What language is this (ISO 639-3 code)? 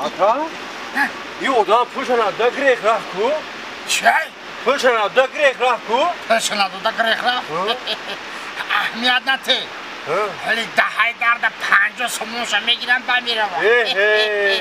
tgk